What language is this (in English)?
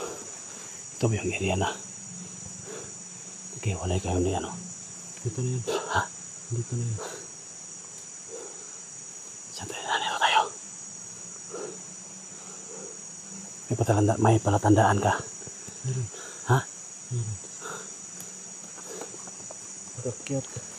Filipino